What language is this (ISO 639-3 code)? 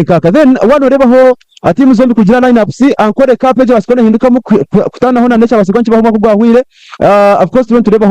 nyn